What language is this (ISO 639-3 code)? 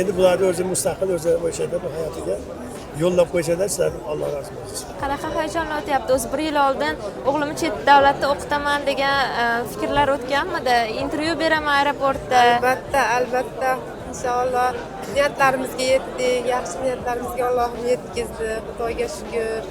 uzb